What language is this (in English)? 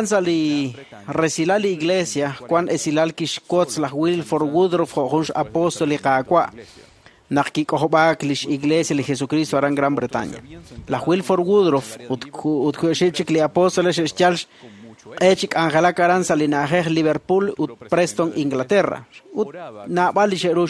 Kekchí